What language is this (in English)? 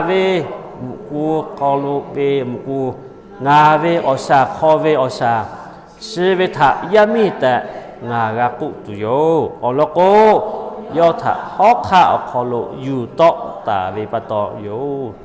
Lahu